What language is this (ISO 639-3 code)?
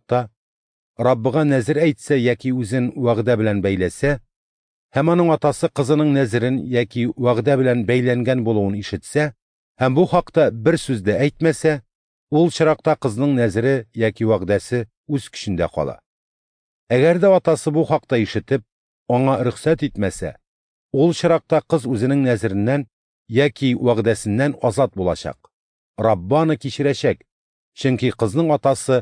tat